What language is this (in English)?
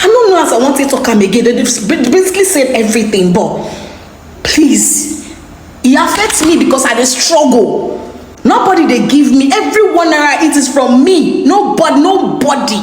Nigerian Pidgin